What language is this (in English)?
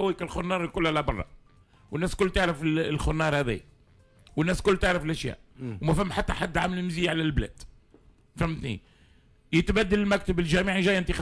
Tunisian Arabic